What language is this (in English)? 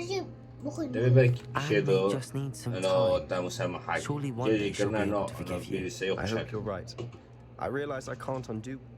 Kurdish